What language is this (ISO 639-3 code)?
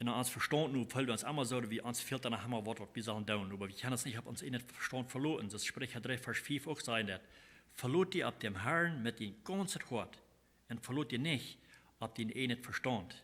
pdt